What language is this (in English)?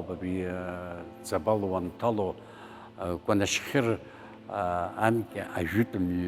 Abkhazian